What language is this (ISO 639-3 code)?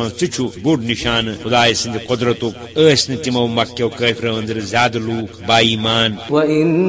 kas